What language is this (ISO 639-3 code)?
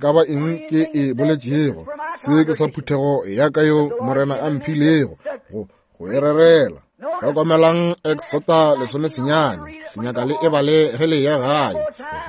nso